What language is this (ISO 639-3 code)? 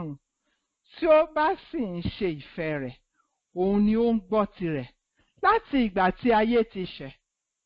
yor